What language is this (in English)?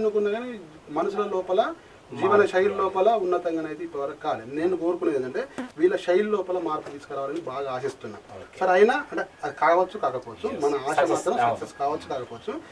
Telugu